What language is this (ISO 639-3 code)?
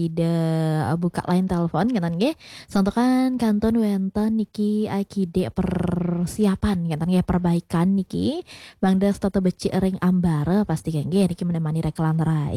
ban